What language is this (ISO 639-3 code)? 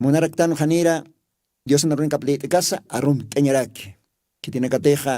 aym